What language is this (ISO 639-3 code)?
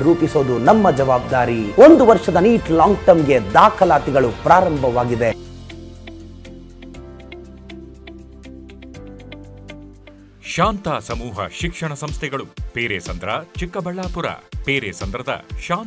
kan